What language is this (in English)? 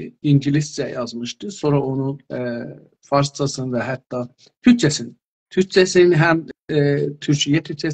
South Azerbaijani